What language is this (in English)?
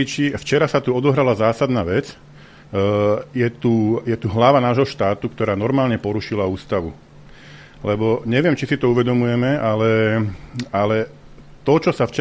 Slovak